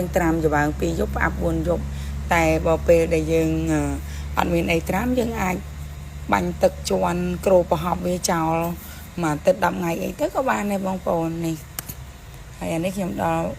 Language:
Khmer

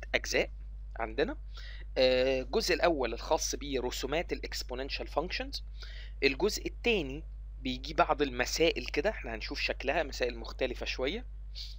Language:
Egyptian Arabic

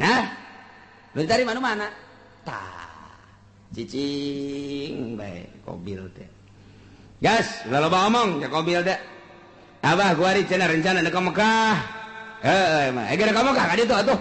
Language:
Sundanese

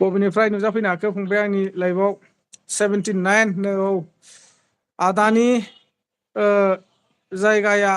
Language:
Bodo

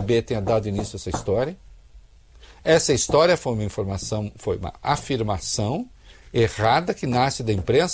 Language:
Portuguese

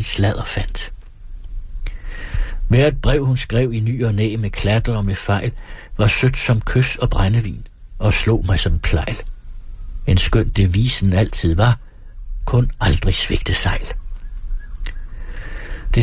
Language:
Danish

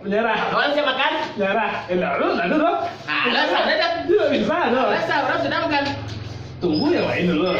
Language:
Minangkabau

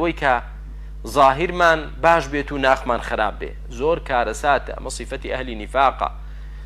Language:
Central Kurdish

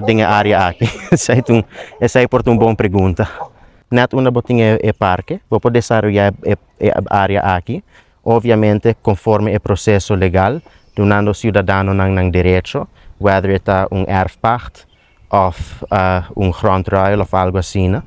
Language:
Papiamento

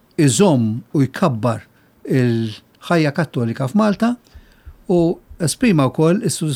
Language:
Maltese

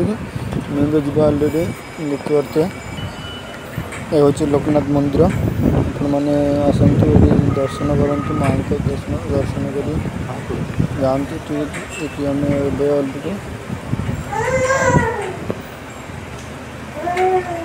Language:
Odia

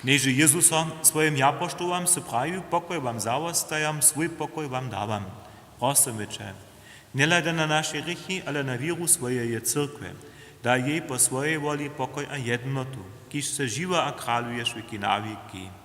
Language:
Upper Sorbian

